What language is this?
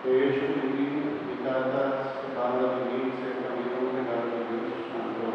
Papiamento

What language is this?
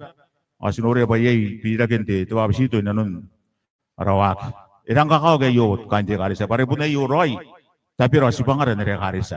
Gilbertese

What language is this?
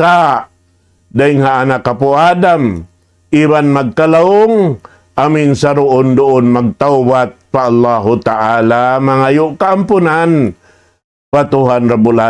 Tausug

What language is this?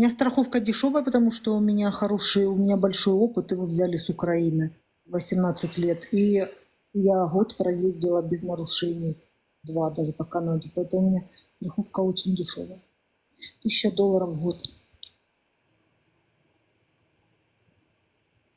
Russian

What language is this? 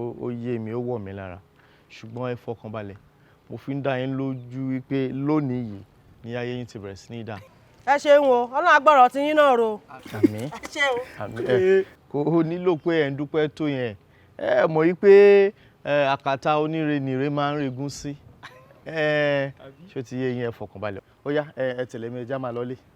Yoruba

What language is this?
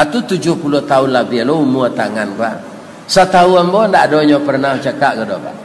Minangkabau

